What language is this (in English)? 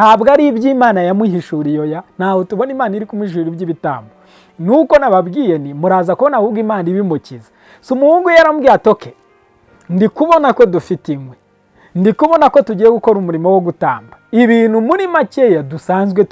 Kinyarwanda